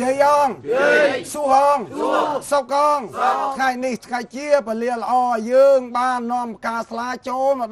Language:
Khmer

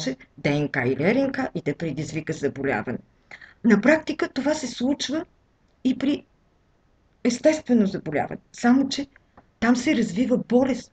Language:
Bulgarian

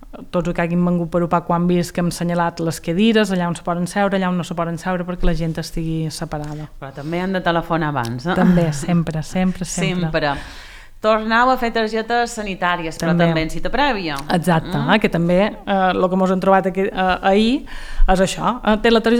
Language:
Catalan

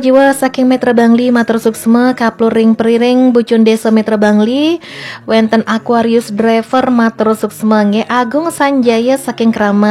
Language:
Balinese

